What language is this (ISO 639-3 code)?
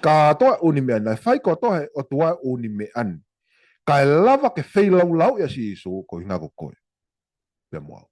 ton